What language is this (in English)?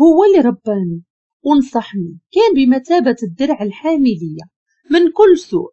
Moroccan Arabic